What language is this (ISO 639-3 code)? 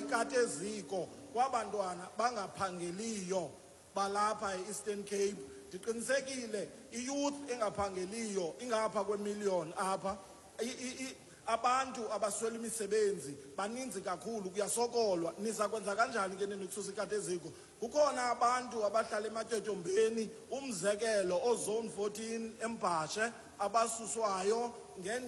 xho